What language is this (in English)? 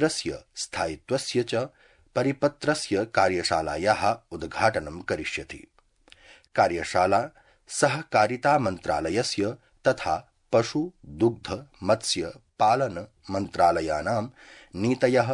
Sanskrit